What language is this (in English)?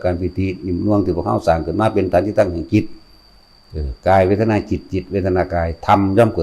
Northeastern Thai